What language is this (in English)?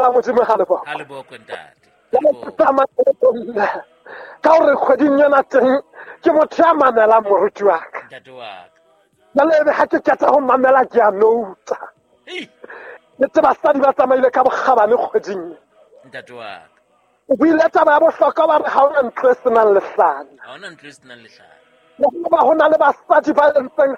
Southern Sotho